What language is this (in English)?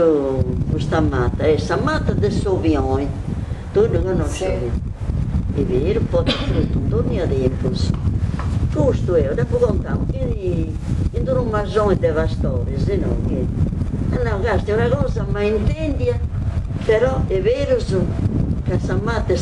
Sardinian